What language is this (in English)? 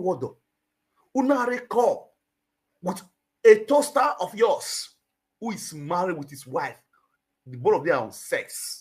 Nigerian Pidgin